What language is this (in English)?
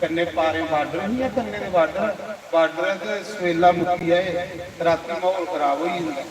Dogri